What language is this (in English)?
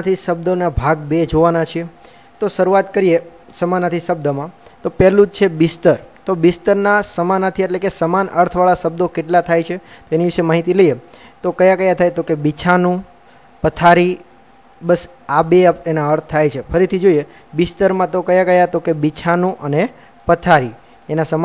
Gujarati